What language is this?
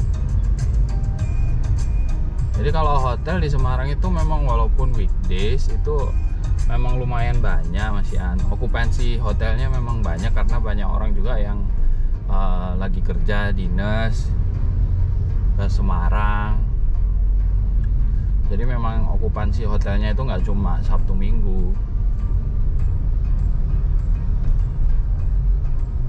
Indonesian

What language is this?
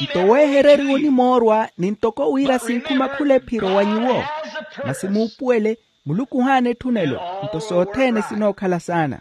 Makhuwa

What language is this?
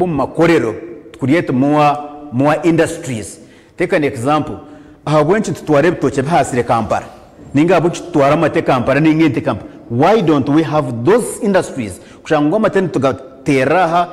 Nyankole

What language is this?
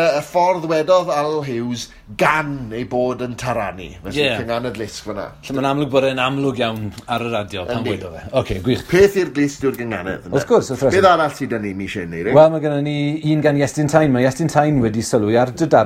Welsh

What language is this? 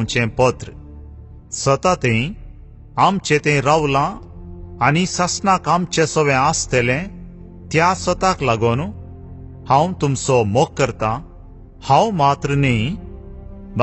Konkani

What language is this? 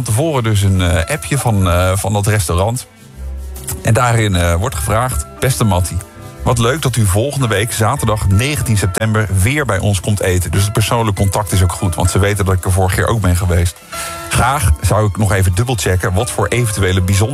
Dutch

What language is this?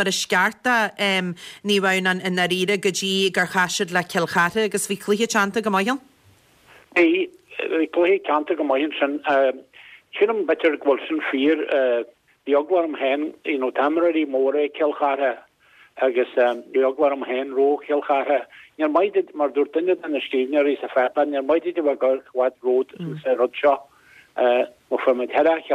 Irish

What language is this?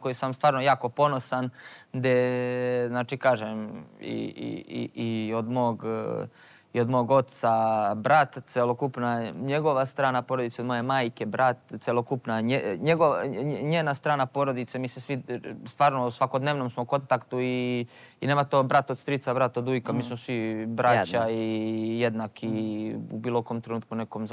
Serbian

